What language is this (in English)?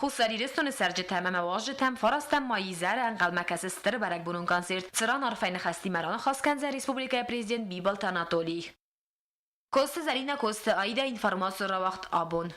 Ossetic